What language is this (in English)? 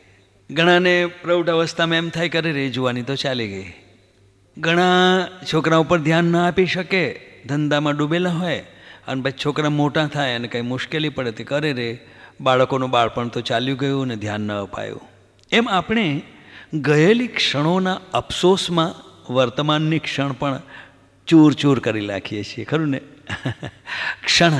Gujarati